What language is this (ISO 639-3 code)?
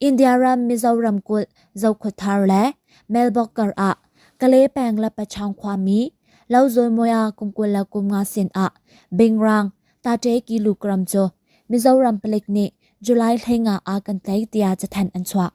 cnh